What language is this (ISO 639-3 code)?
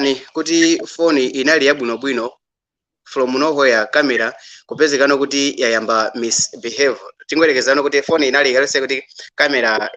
nya